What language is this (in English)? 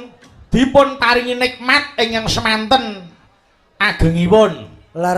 Javanese